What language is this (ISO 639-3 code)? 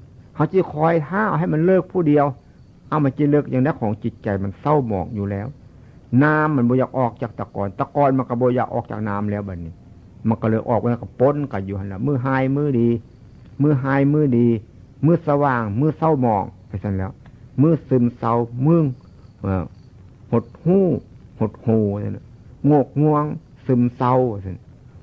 tts